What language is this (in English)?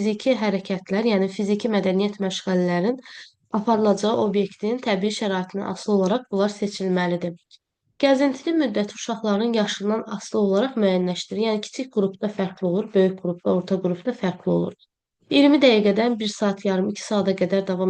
Azerbaijani